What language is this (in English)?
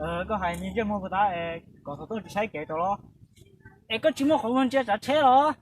Hmong